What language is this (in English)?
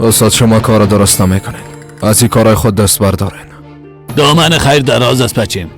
Persian